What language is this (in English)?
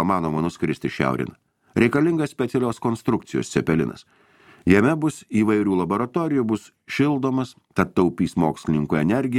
Lithuanian